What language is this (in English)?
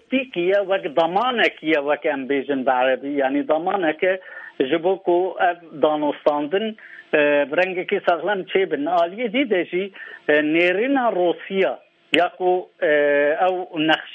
Kurdish